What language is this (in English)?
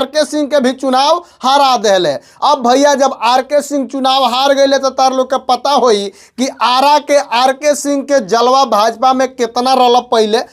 Bhojpuri